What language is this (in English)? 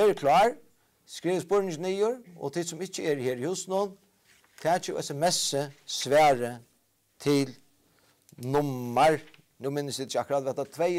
Faroese